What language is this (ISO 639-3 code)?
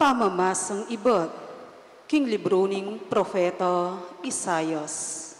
pam